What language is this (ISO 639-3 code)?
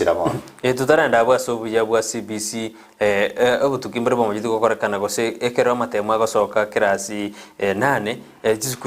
guz